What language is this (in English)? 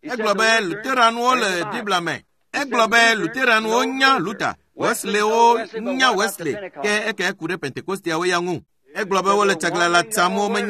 Ewe